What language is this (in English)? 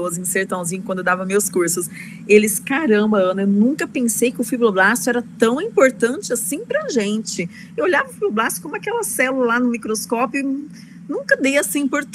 Portuguese